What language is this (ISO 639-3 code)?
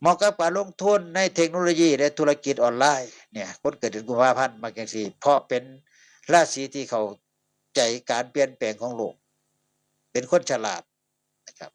tts